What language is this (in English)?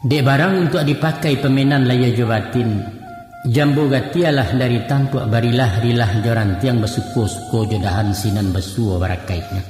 Minangkabau